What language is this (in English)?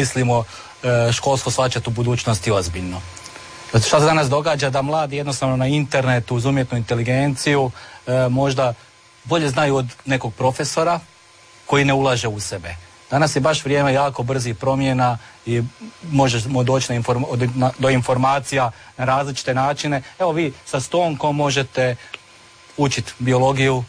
Croatian